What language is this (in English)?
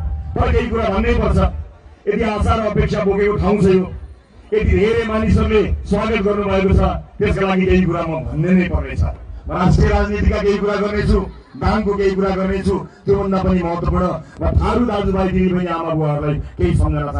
Nepali